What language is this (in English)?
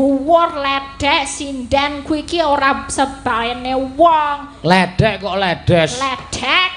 Javanese